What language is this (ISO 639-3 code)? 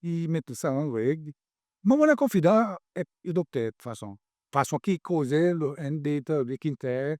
crs